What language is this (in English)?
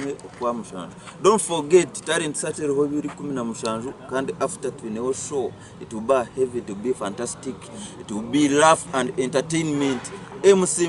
Nyankole